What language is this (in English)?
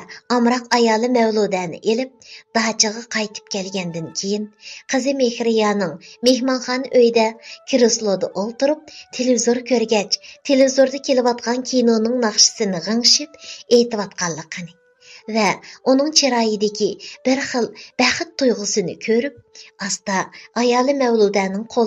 Uyghur